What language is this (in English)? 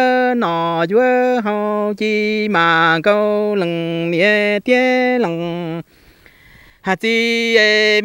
Vietnamese